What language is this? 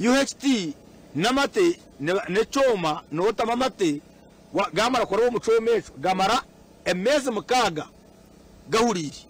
Nyankole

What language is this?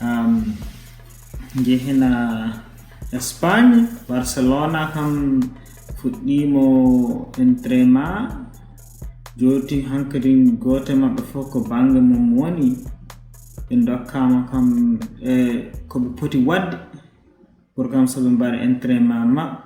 Fula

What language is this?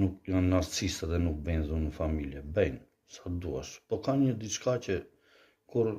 Albanian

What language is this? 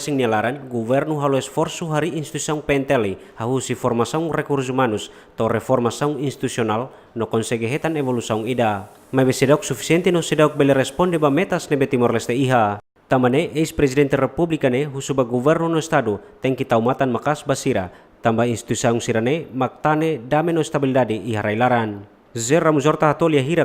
Tetum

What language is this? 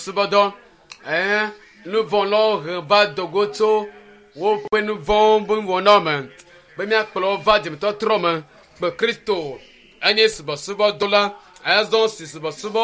Ewe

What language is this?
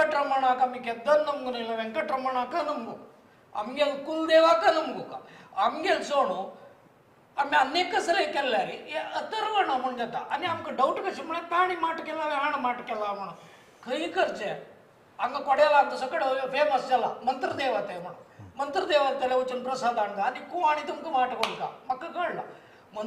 Konkani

